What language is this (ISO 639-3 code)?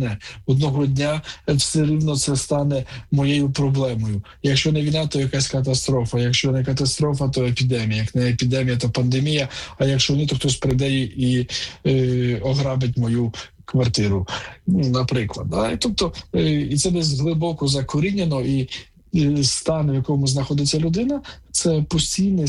ukr